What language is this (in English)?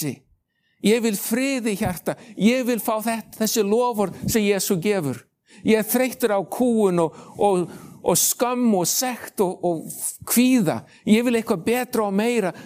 Icelandic